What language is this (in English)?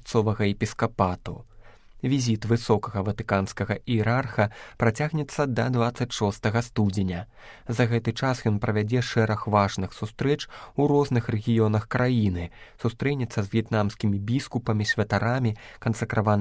Belarusian